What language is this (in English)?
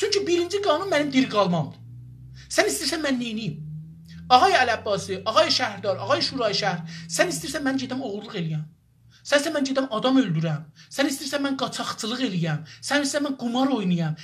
South Azerbaijani